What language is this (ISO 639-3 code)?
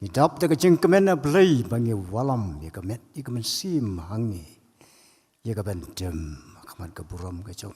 kha